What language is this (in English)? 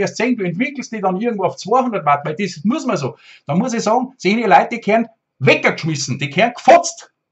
Bavarian